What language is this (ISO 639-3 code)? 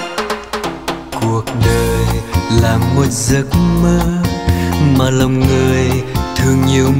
vie